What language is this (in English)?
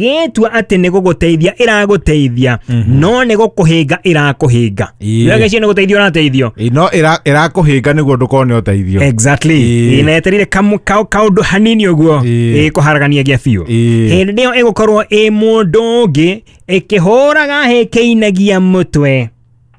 Kikuyu